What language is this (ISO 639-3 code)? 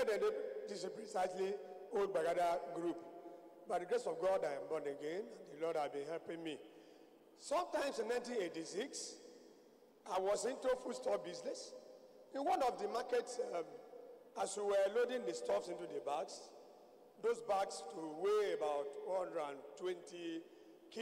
ewe